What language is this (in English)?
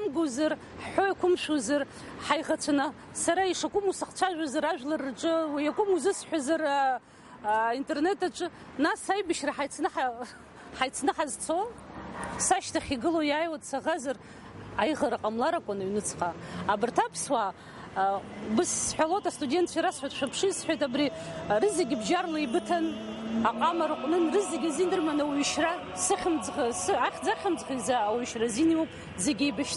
Abkhazian